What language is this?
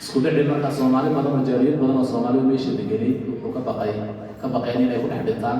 Somali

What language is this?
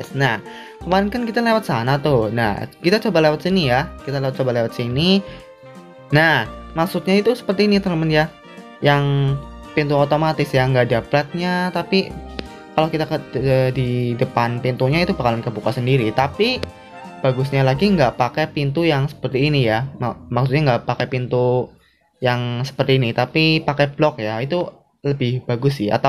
Indonesian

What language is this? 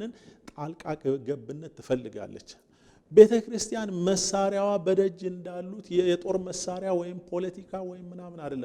Amharic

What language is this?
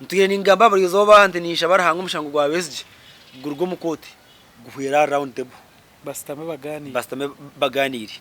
Nyankole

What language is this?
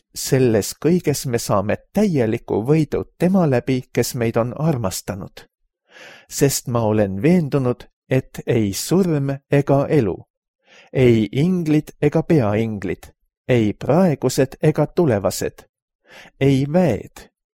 Estonian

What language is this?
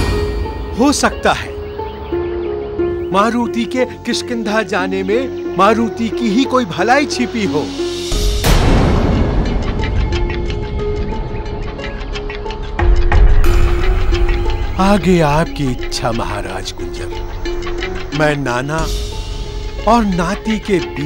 Hindi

